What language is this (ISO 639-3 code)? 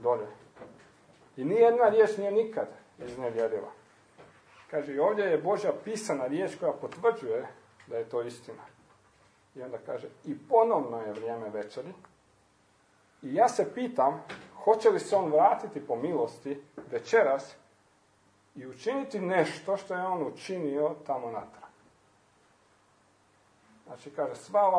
hrv